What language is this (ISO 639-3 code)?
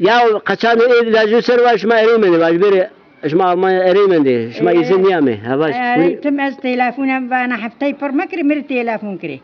zza